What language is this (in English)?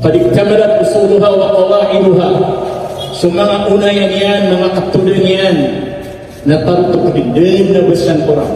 Maranao